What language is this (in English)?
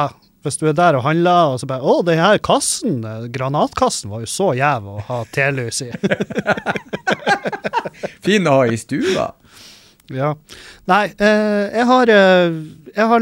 Norwegian